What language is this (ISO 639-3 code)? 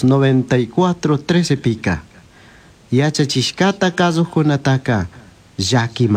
qug